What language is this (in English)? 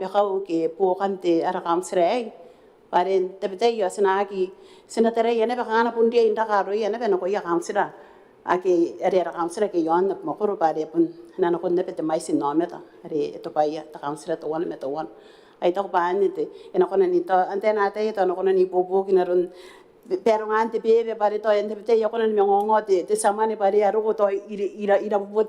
Gilbertese